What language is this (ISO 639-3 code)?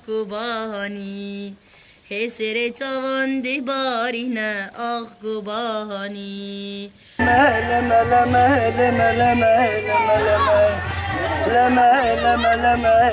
kur